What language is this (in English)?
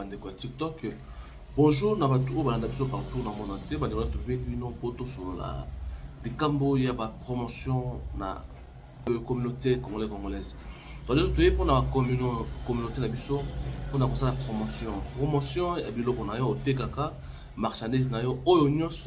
Lingala